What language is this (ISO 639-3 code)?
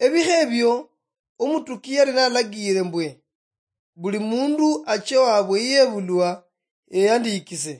luy